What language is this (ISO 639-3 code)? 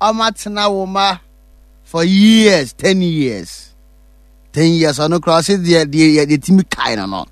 aka